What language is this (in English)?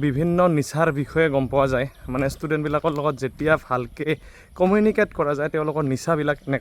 Assamese